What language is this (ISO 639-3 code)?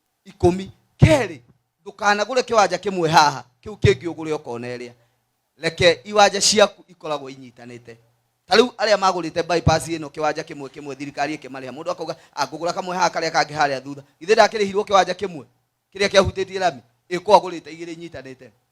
kik